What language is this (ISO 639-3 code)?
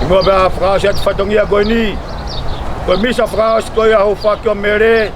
ton